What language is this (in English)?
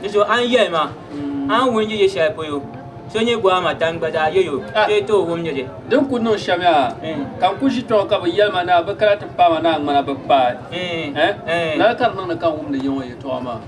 Dagbani